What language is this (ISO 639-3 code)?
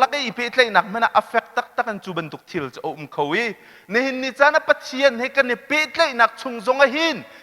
cnh